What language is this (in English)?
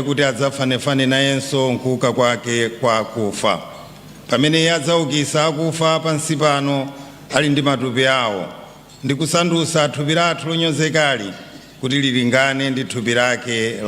Nyanja